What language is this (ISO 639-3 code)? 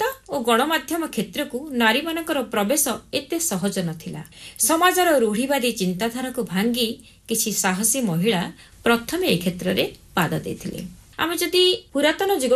ori